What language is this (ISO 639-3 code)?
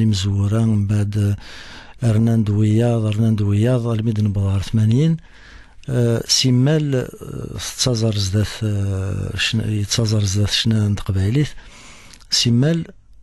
kab